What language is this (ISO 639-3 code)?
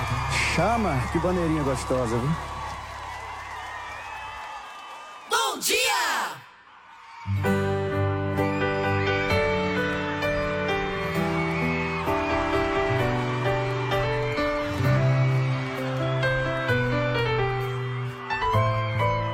por